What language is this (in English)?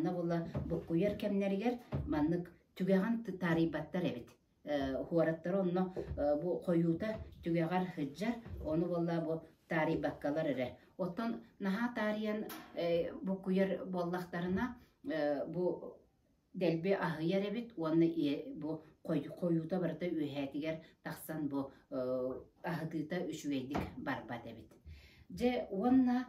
Yakut